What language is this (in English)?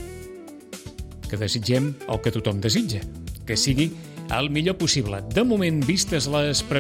Catalan